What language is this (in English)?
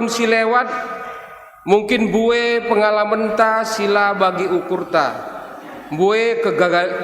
Batak Karo